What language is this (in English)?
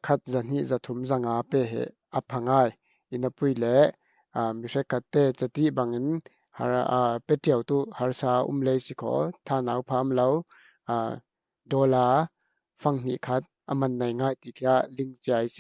Falam Chin